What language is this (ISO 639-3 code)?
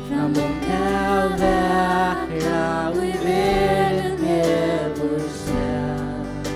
fao